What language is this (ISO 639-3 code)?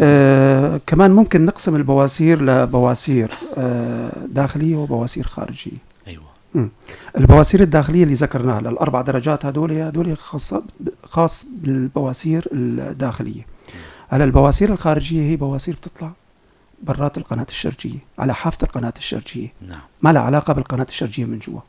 apc